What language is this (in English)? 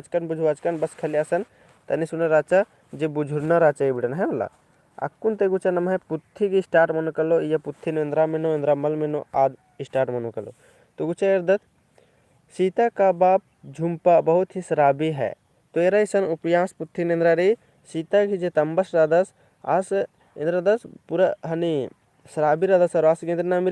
Kurukh